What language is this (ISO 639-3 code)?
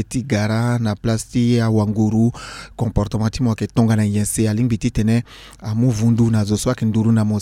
sag